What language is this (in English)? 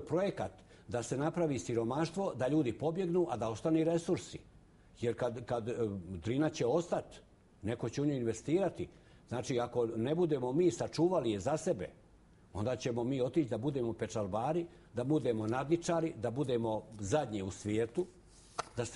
Bosnian